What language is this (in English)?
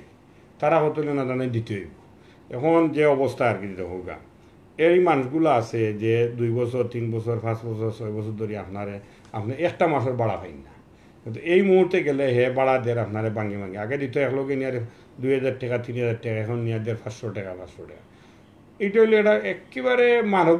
Sylheti